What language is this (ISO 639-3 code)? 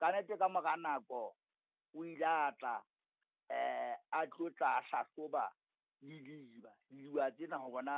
sot